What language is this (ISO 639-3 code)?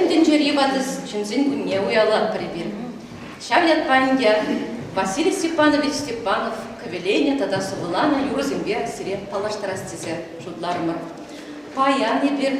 chv